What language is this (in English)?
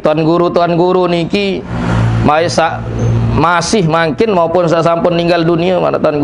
Sasak